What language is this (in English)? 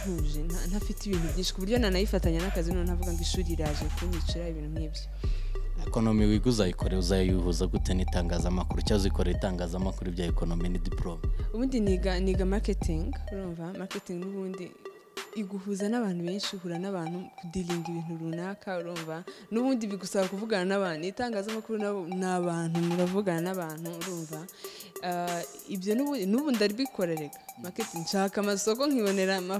Kinyarwanda